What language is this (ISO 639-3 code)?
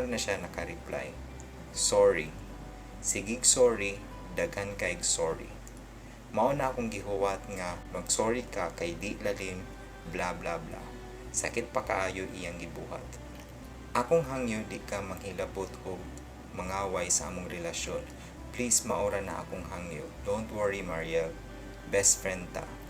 ceb